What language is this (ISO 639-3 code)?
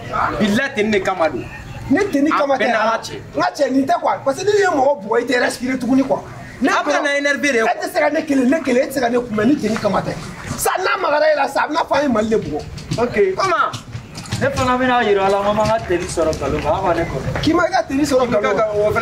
bam